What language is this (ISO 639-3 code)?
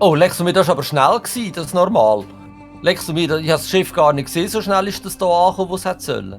gsw